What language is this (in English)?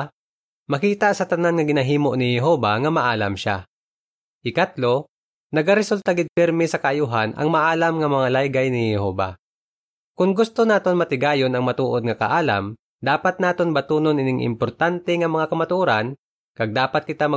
Hiligaynon